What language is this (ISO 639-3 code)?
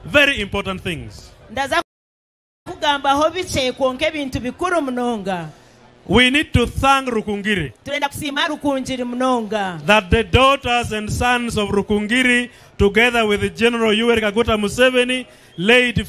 nyn